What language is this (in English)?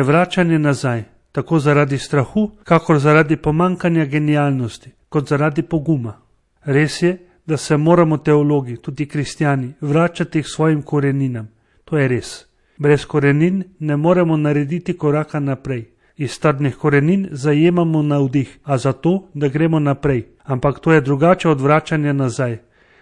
Slovenian